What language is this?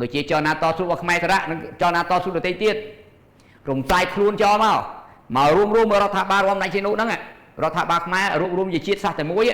Khmer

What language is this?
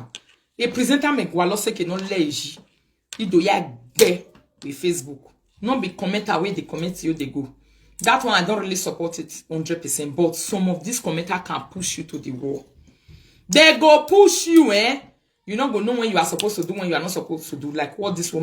Nigerian Pidgin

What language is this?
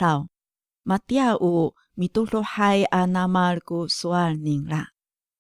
Amis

